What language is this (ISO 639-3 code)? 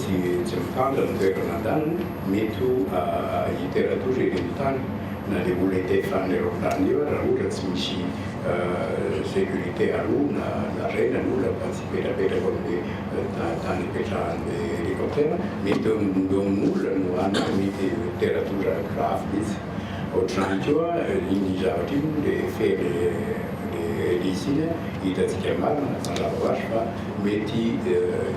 mlg